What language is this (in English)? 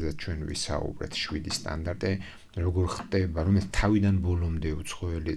Georgian